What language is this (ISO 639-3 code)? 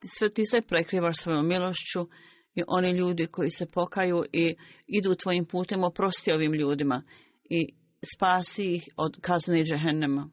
bos